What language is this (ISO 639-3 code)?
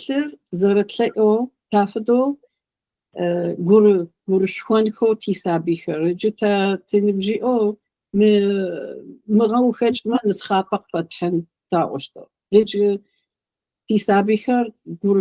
ady